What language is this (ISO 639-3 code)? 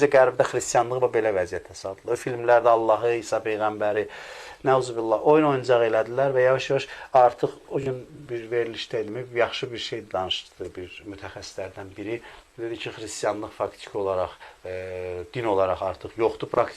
aze